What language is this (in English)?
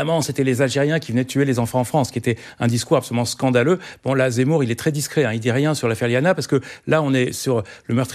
French